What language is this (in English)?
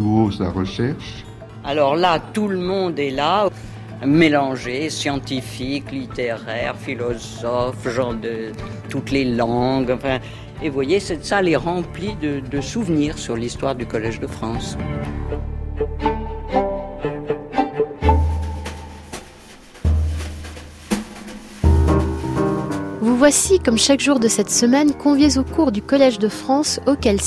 French